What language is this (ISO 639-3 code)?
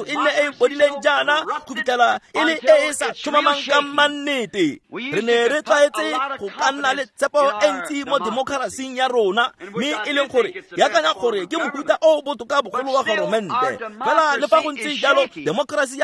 tsn